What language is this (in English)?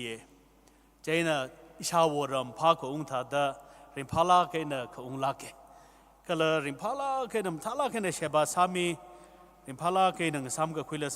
Tangkhul Naga (India)